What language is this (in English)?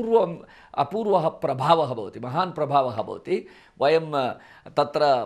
Sanskrit